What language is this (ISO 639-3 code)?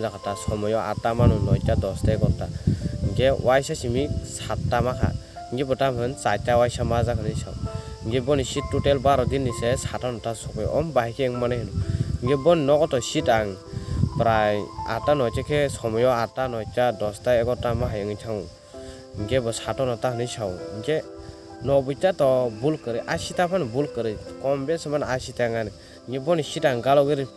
trp